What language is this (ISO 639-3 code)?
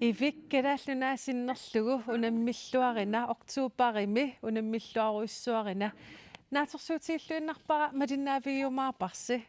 kal